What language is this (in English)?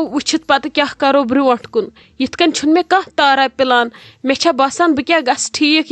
Kashmiri